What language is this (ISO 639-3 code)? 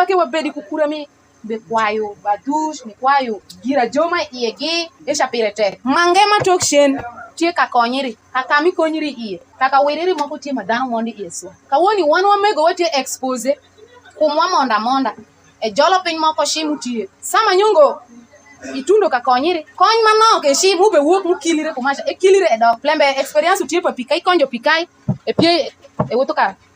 alz